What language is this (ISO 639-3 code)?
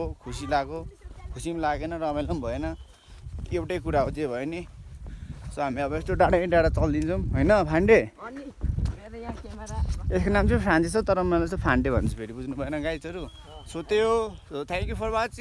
nep